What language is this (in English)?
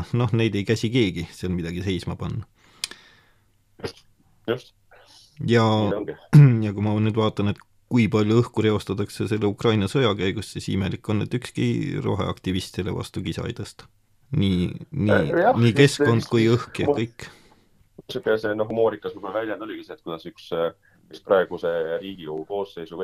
Estonian